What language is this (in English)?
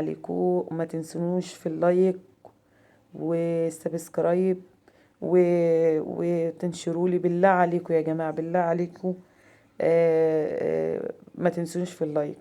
Egyptian Arabic